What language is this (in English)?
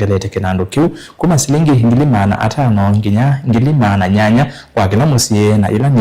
Kamba